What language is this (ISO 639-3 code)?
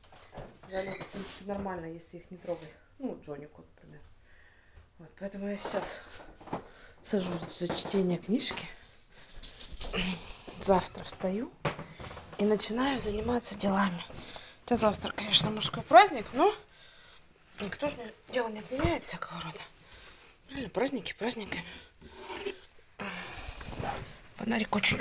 rus